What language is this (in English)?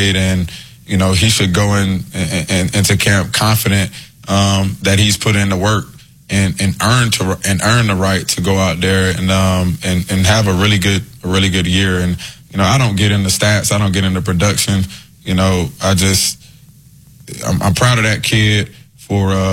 English